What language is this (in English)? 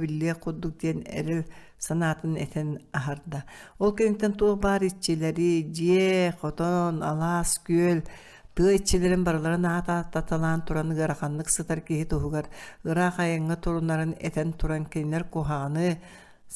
Yakut